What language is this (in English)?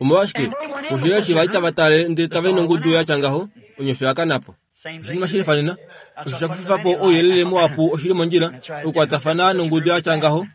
Kuanyama